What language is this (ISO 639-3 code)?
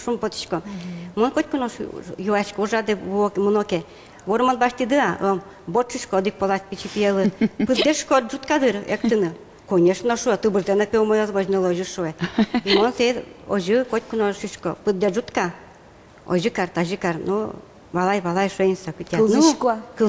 udm